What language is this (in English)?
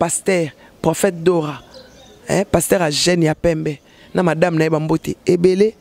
Lingala